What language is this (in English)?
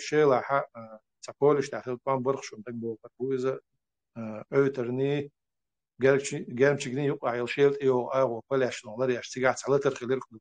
Chechen